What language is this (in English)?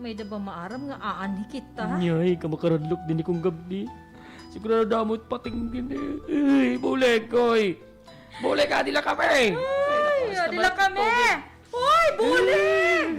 Waray